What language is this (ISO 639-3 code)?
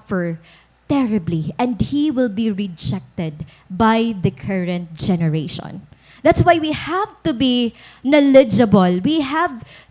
war